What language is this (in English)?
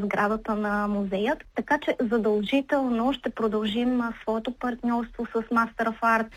Bulgarian